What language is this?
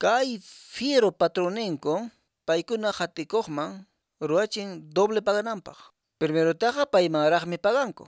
Quechua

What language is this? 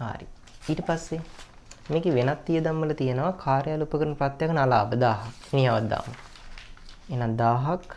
Sinhala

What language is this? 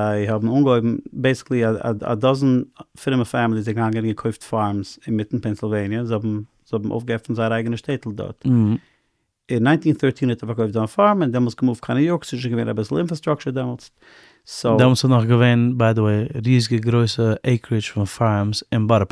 Yiddish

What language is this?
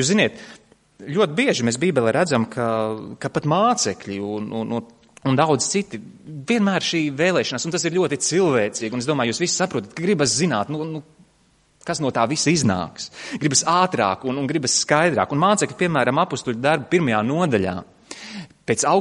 Latvian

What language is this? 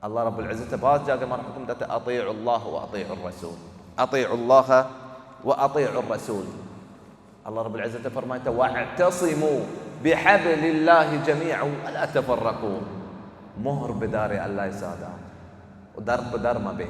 Baluchi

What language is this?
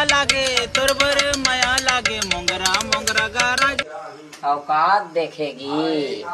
Chhattisgarhi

